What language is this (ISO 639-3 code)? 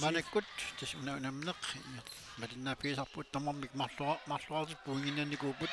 kal